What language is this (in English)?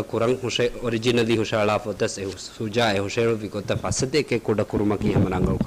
Divehi